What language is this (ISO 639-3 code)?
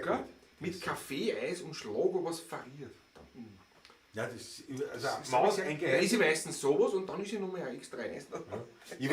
bar